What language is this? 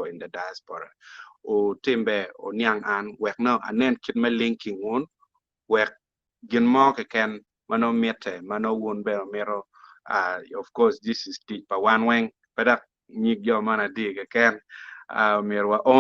Acoli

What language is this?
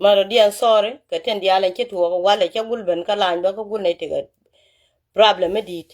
Nuer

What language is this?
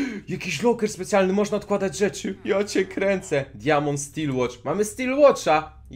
Polish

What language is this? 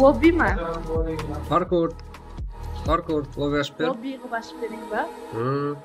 Kara-Kalpak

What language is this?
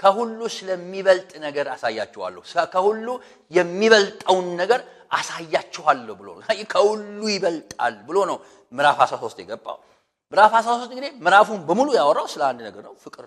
Amharic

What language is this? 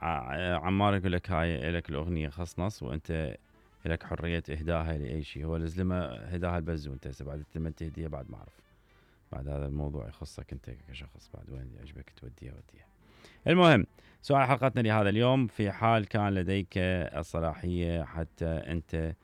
Mesopotamian Arabic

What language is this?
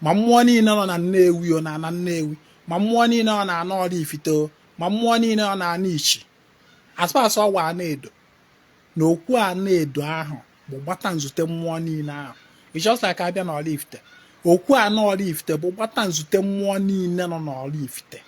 Igbo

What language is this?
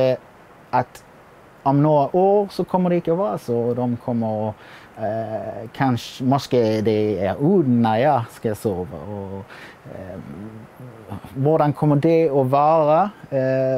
Danish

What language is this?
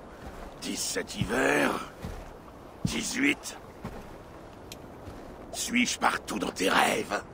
French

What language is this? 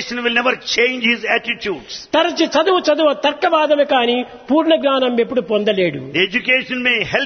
Telugu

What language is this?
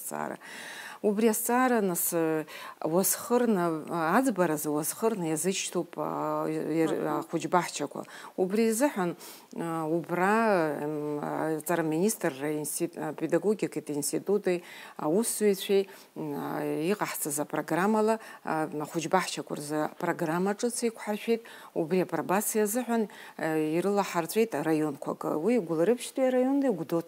Abkhazian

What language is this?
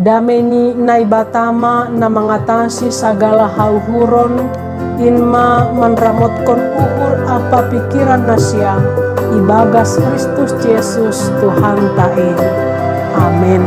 Batak Simalungun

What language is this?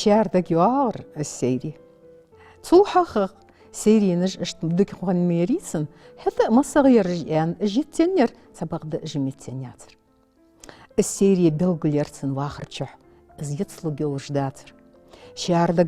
Ingush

